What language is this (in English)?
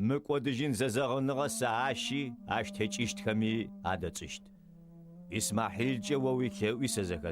Adyghe